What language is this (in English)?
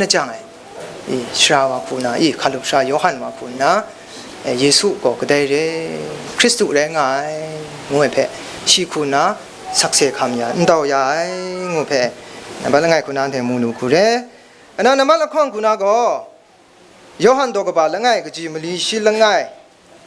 Kachin